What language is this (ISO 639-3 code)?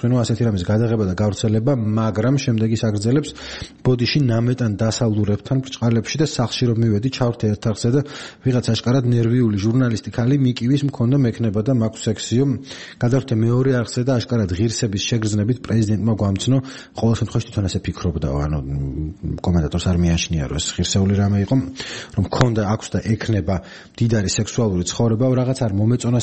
kat